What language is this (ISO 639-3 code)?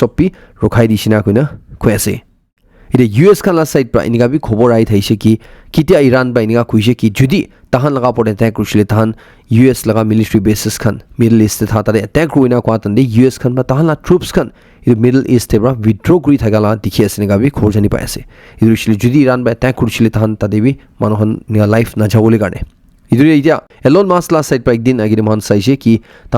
nag